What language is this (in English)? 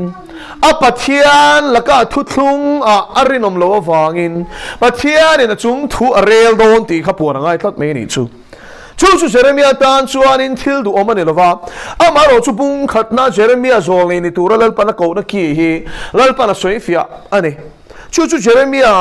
Mizo